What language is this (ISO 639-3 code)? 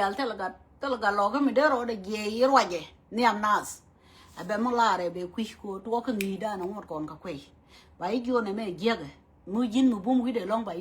nus